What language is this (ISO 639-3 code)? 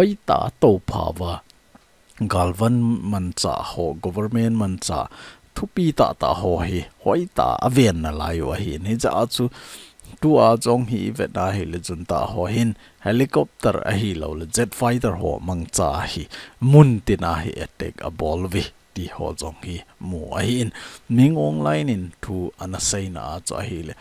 tcz